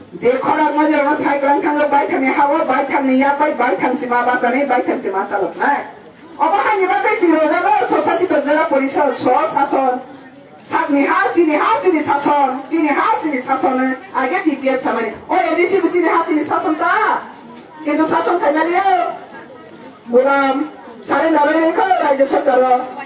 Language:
Kok Borok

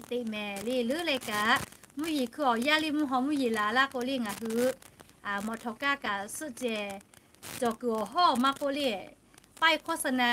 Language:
Lahu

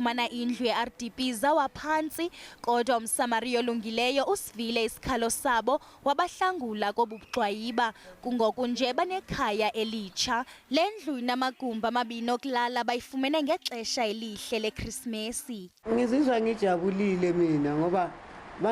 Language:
Zulu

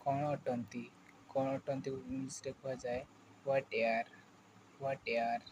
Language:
Odia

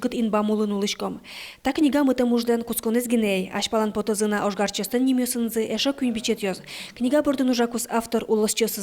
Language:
Udmurt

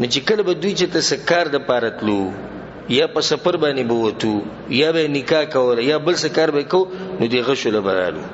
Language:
Pashto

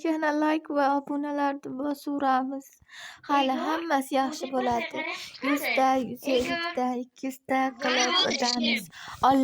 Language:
Uzbek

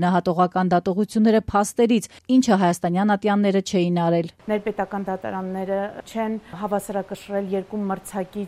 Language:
Armenian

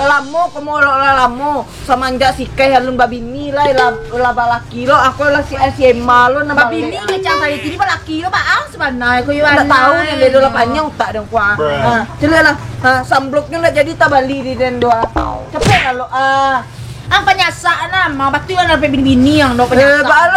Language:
Minangkabau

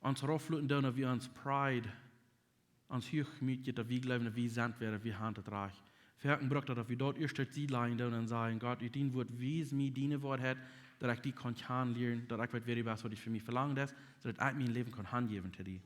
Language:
Plautdietsch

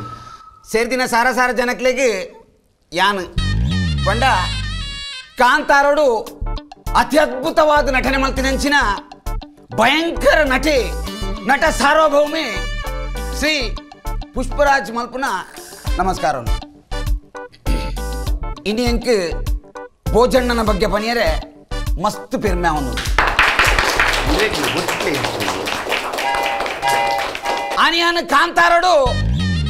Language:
Tulu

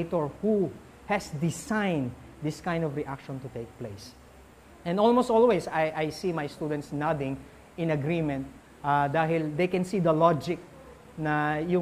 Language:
Filipino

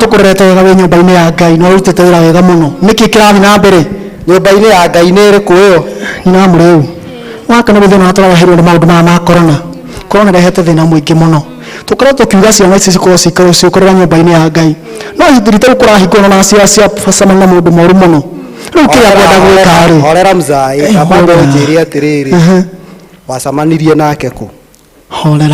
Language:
Kikuyu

